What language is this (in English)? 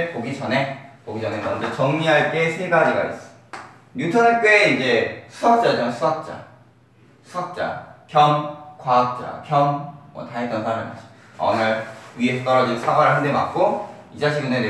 Korean